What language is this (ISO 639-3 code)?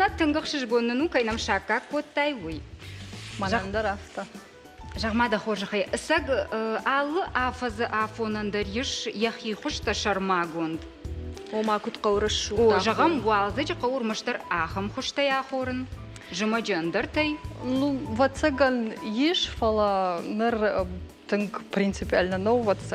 oss